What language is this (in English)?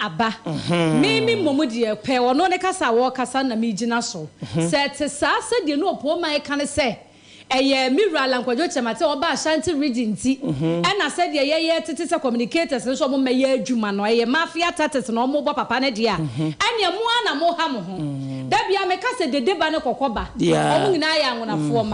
Akan